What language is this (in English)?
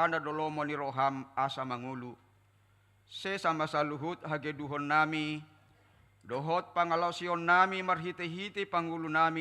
Batak Toba